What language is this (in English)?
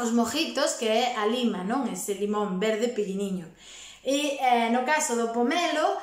Galician